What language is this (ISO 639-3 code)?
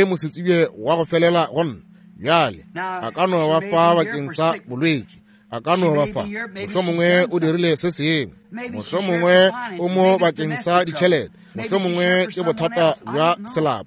nso